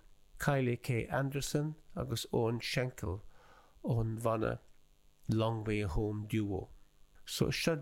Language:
Irish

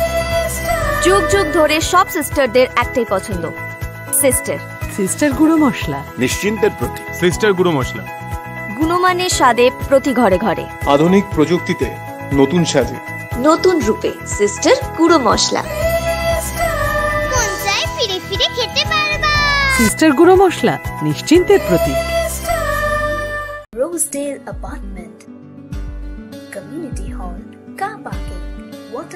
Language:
Bangla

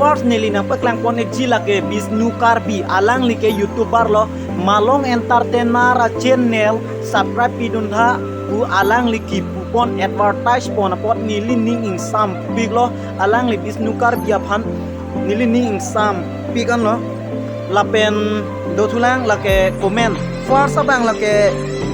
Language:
Karbi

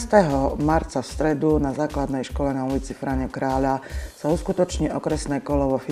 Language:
Slovak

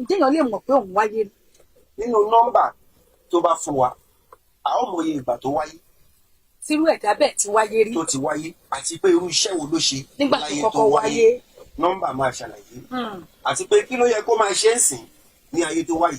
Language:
Yoruba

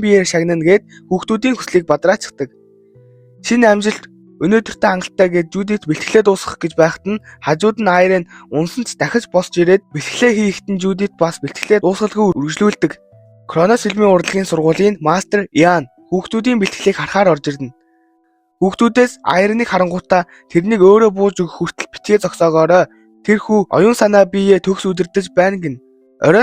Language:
Mongolian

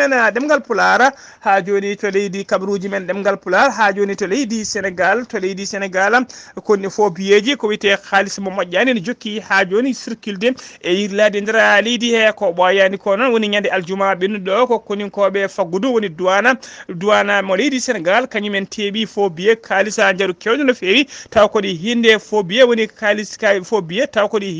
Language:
Fula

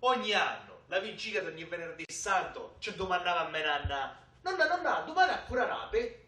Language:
Sicilian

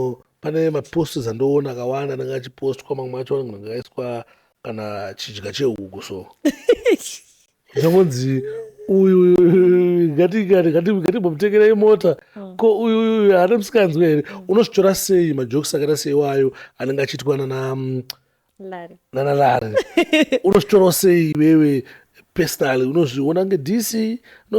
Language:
Shona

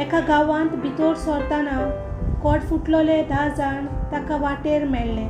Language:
Konkani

